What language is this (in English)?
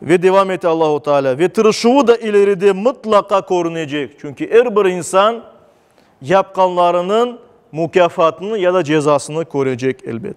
Crimean Tatar